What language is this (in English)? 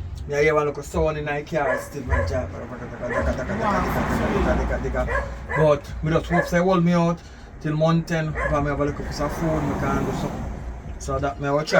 Jamaican Creole English